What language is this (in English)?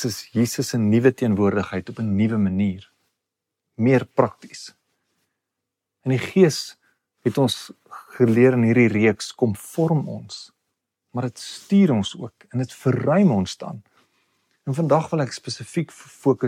Afrikaans